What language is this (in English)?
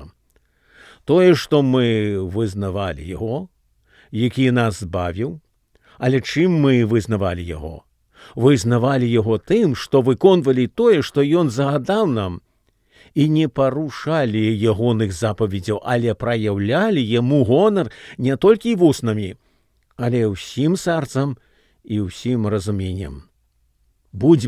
Belarusian